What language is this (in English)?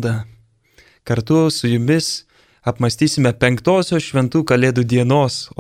Lithuanian